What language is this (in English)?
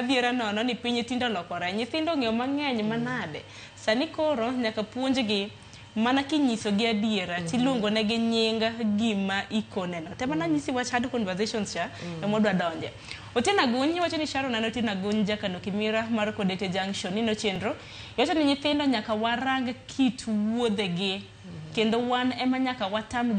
Luo (Kenya and Tanzania)